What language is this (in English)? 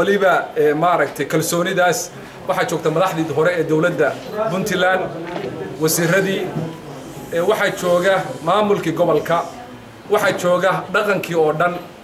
Somali